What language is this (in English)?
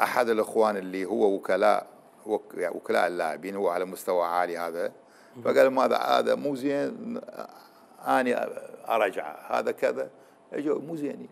Mesopotamian Arabic